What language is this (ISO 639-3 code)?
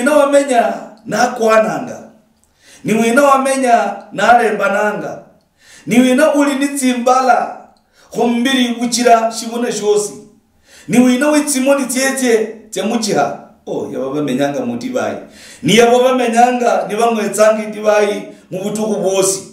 luy